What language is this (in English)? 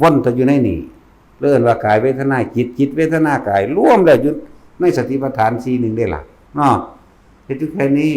Northeastern Thai